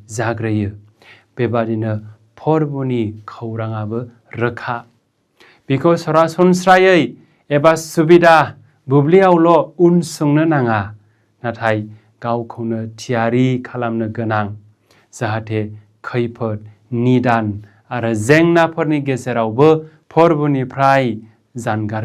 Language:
Bodo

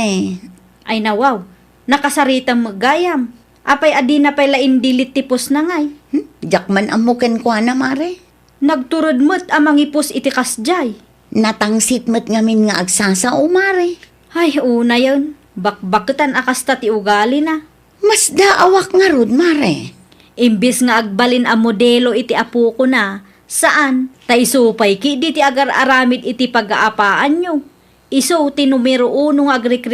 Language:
Iloko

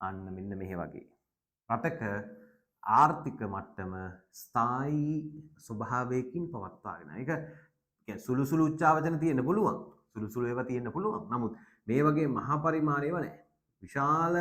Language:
Sinhala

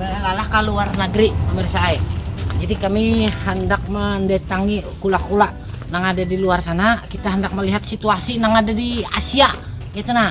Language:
Banjar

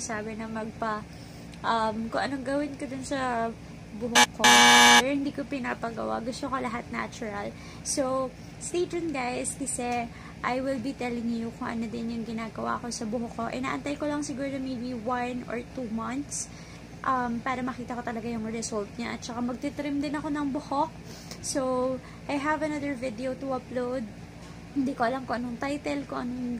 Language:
Filipino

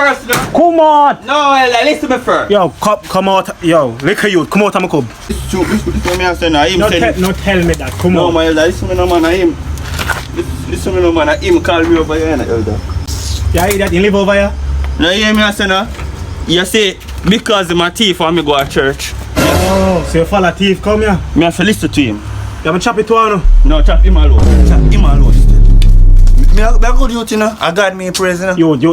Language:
Jamaican Creole English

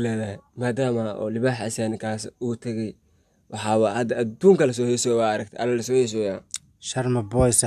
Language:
Somali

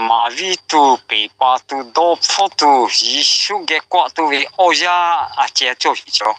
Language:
Lahu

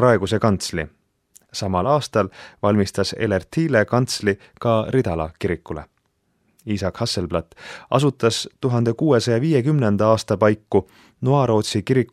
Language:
Estonian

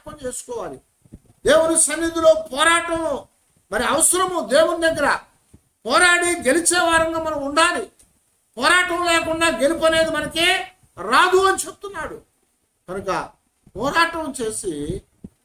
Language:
Telugu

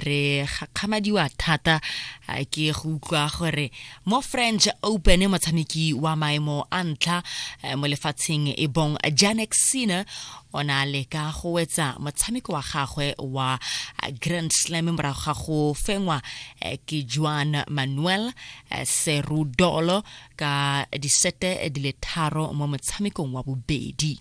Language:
Tswana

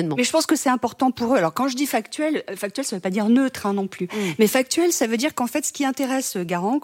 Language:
French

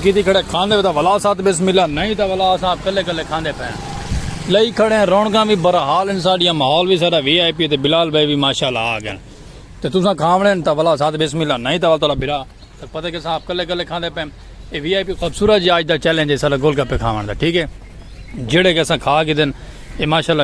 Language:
Saraiki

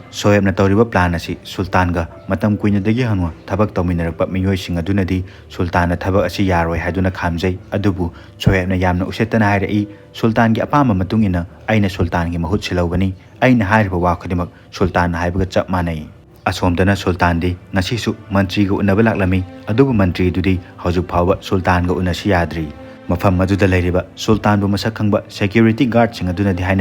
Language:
Manipuri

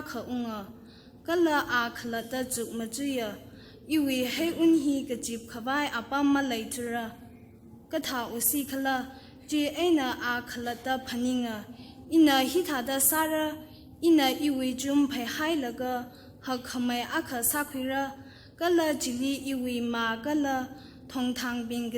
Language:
Tangkhul Naga (India)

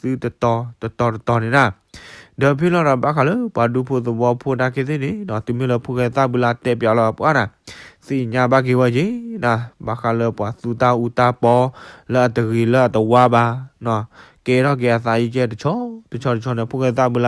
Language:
S'gaw Karen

